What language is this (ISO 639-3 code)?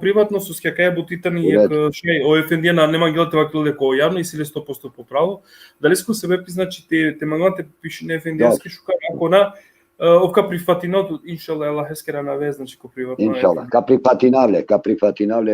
rmn